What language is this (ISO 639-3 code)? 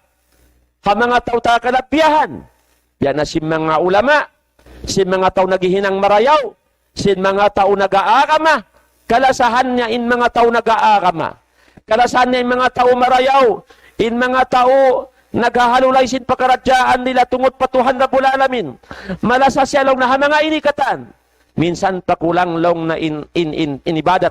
tsg